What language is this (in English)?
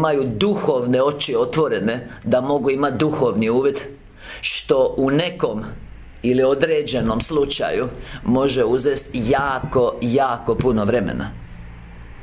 Croatian